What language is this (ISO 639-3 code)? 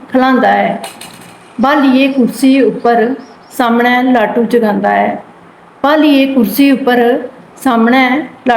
doi